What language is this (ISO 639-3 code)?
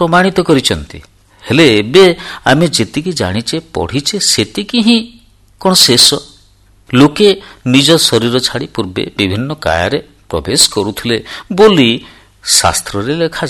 ori